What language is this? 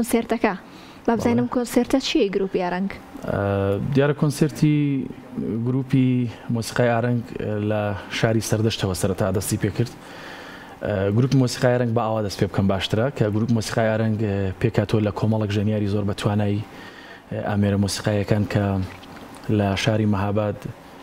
Central Kurdish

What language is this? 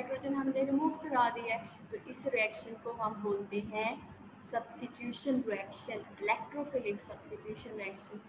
Hindi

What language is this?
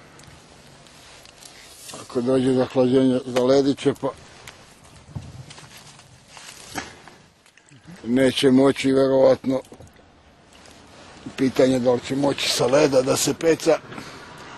Serbian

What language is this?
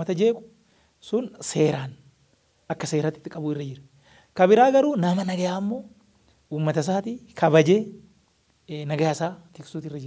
Oromo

